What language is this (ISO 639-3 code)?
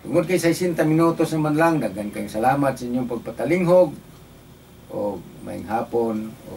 ceb